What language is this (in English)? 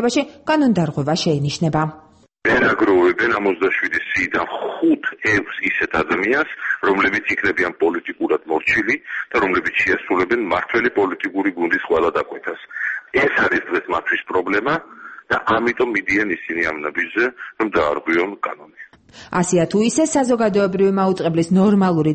Georgian